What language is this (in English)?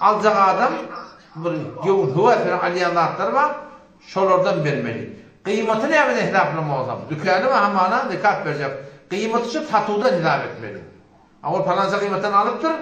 Turkmen